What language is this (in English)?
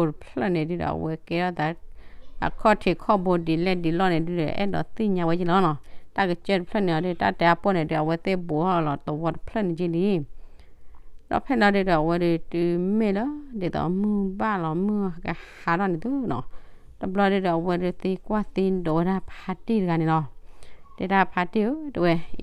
S'gaw Karen